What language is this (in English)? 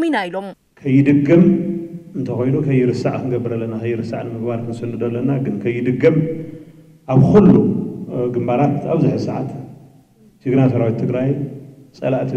Tigrinya